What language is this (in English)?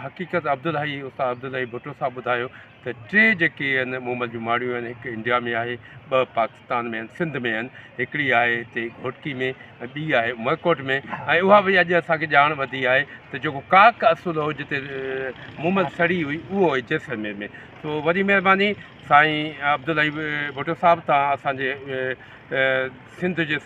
Sindhi